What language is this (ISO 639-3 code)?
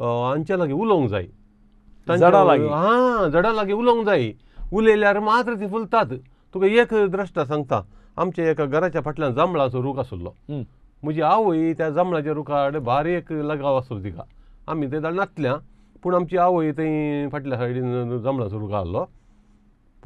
kok